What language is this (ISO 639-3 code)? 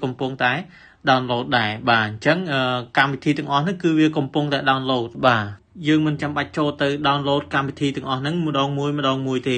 khm